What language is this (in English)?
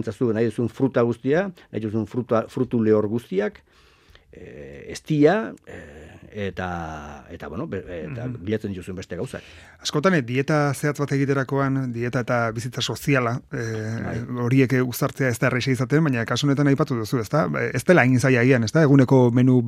Basque